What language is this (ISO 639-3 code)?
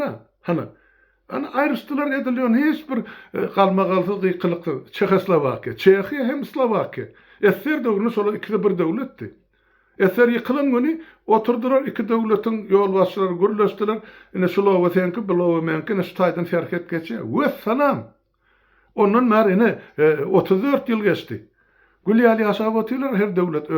tuk